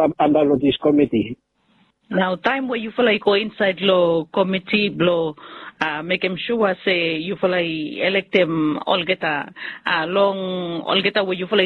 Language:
Bislama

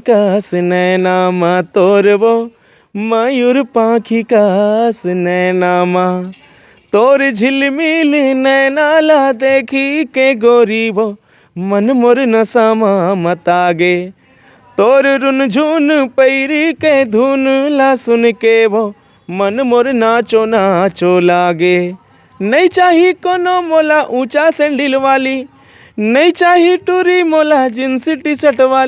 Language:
Chhattisgarhi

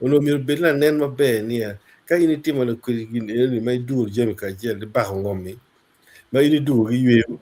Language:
Acoli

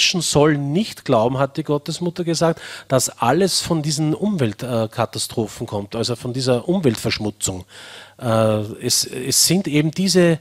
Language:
German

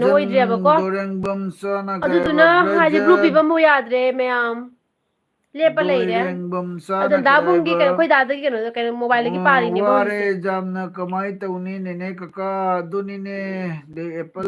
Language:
Manipuri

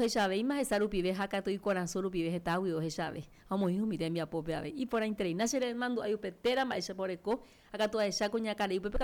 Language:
Guarani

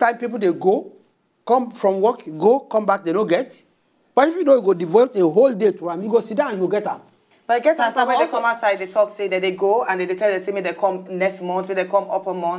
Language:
Nigerian Pidgin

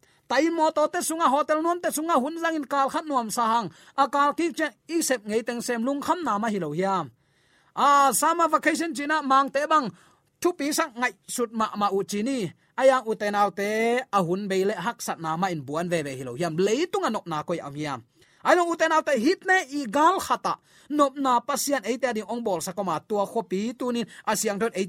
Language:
Tedim Chin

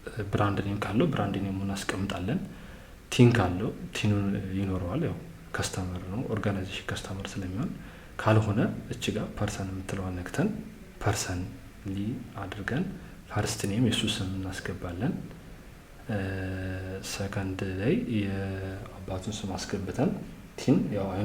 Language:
Amharic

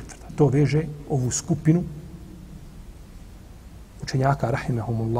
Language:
Bosnian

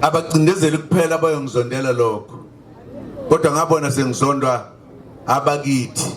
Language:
Zulu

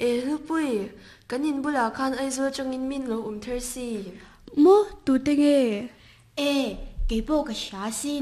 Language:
Mizo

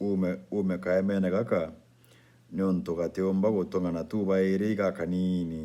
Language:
Meru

